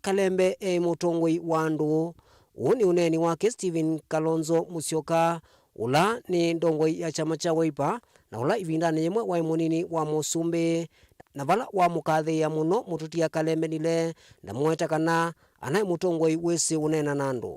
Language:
Kamba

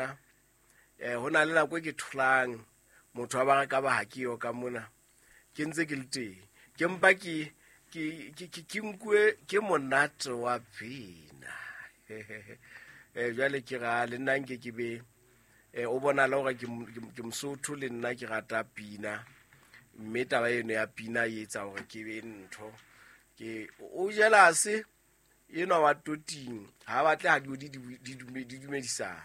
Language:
Southern Sotho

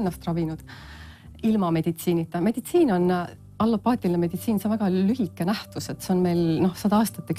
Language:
Estonian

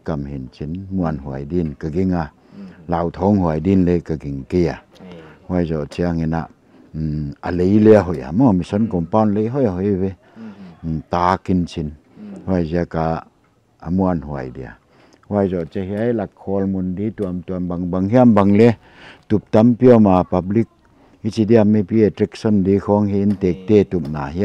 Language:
Paite Chin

